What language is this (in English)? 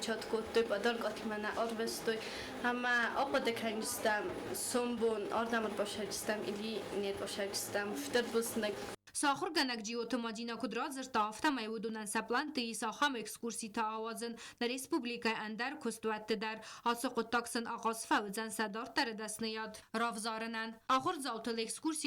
Ossetic